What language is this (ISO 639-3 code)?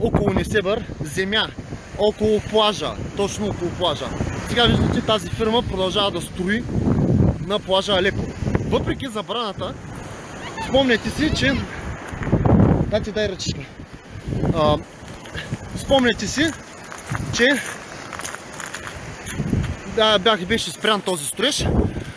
bul